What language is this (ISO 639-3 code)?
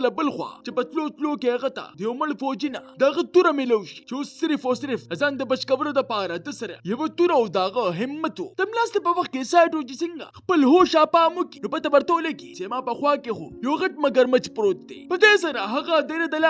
pus